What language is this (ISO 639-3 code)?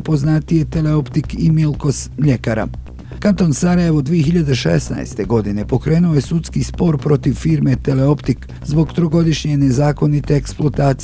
bos